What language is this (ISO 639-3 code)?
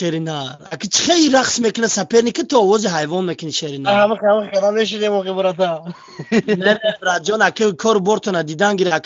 tgk